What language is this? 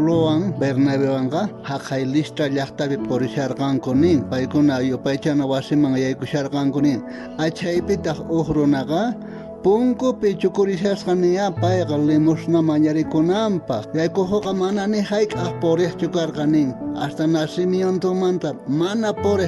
South Bolivian Quechua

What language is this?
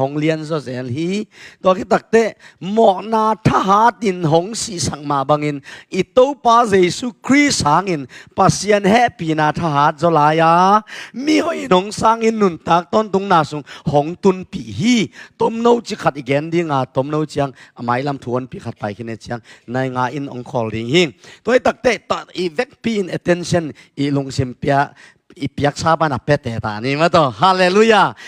Tedim Chin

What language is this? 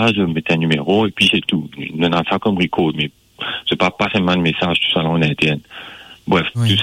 French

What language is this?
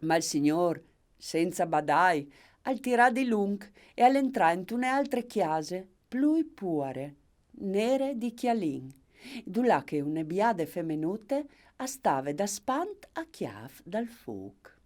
Friulian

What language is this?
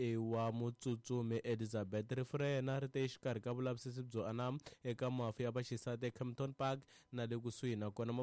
Tsonga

